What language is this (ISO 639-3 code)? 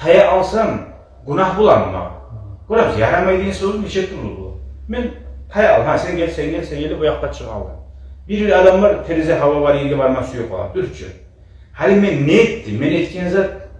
kum